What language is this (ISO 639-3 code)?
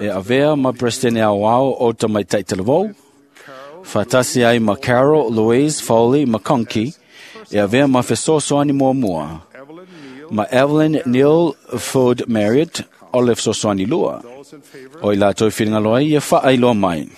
smo